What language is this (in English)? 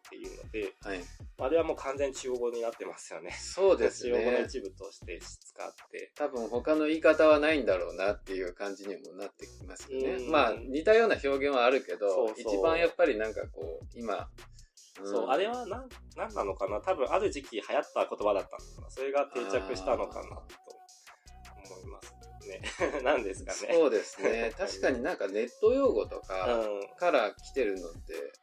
Japanese